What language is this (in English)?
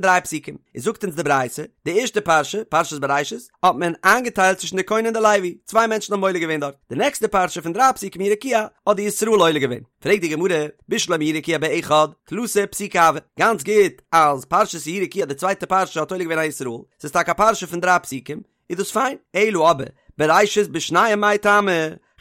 Yiddish